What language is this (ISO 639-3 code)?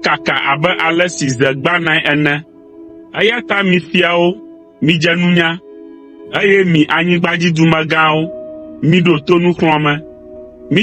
ewe